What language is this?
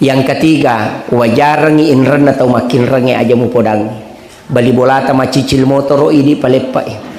Buginese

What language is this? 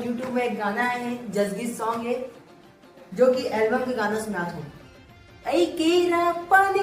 Chhattisgarhi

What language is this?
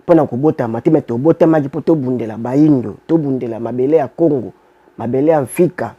Lingala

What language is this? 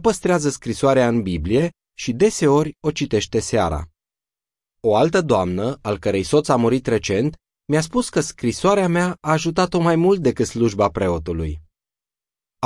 Romanian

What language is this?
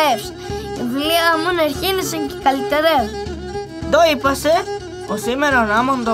Pontic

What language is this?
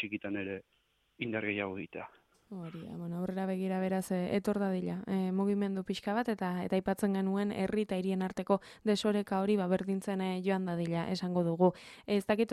Basque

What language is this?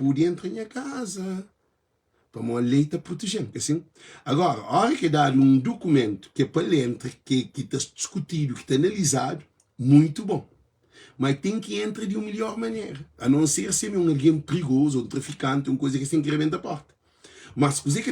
Kabuverdianu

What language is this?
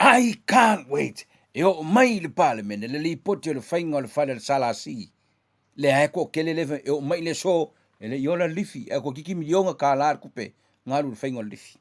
Samoan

